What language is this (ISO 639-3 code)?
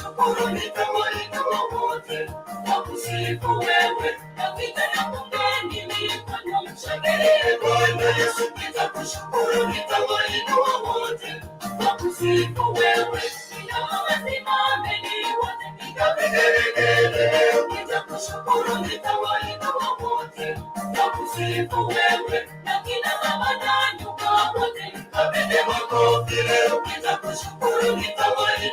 mas